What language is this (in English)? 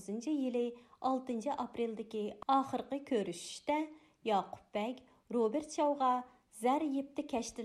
Uyghur